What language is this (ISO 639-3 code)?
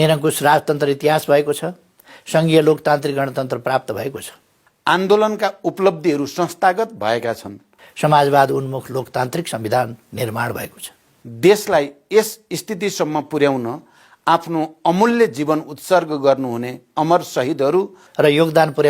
nep